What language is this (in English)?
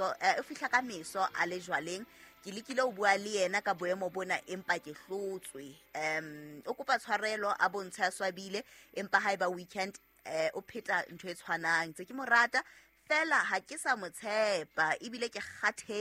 Southern Sotho